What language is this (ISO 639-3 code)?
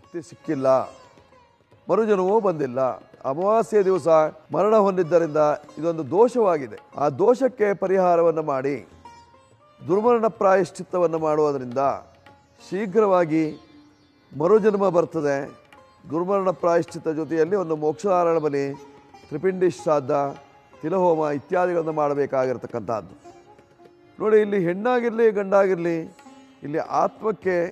kan